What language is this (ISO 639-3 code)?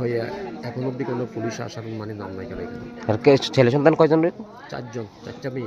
trp